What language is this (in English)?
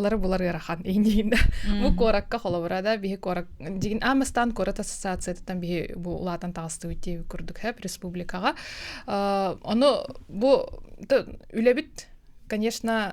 Yakut